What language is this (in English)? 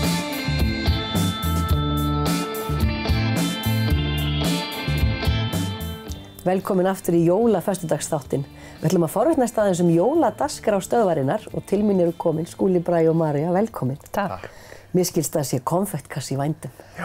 Icelandic